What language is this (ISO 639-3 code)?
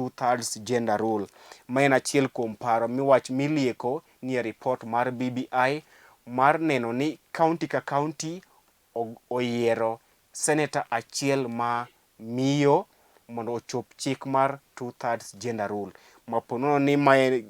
luo